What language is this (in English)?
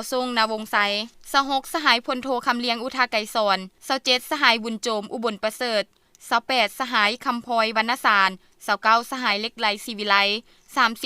Lao